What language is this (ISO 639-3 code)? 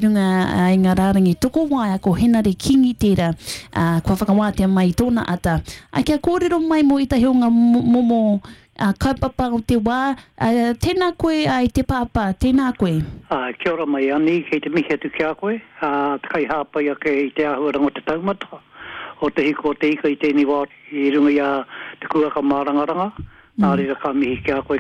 mri